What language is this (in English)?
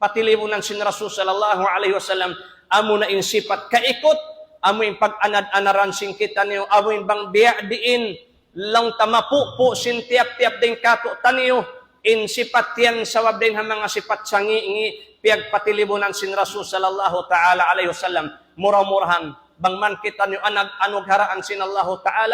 Tausug